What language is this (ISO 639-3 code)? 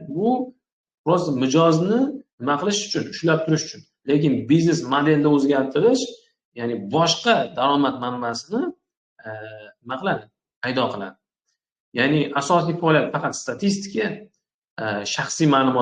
uzb